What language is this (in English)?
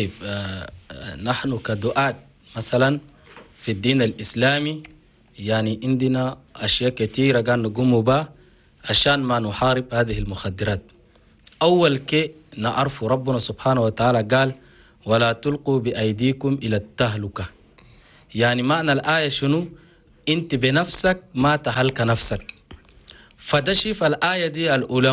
Chadian Arabic